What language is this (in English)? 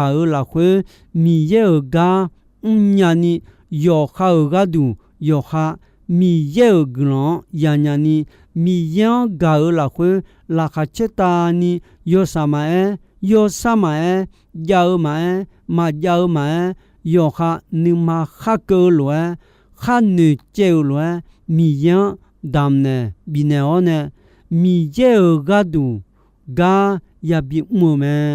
Akha